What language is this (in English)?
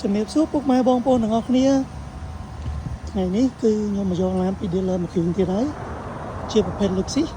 Khmer